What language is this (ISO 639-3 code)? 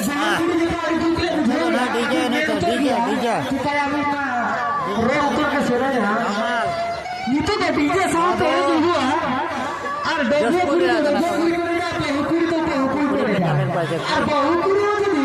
sat